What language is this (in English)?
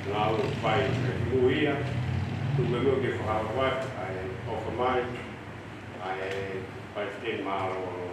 Tongan